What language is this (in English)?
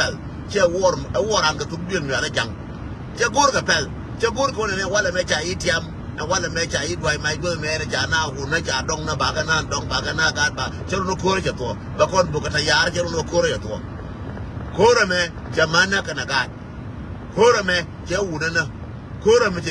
Nuer